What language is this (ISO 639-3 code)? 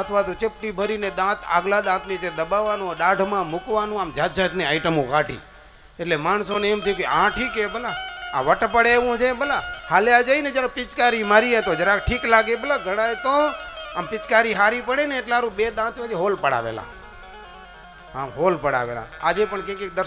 guj